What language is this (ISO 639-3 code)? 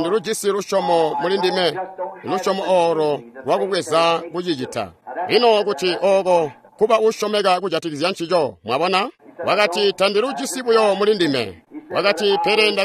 toi